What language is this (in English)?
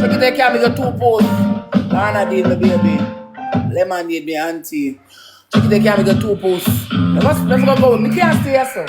Jamaican Creole English